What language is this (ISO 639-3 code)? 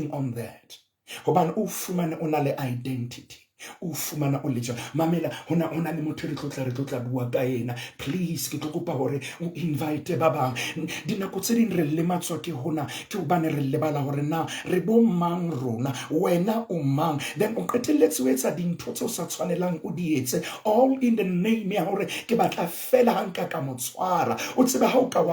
sot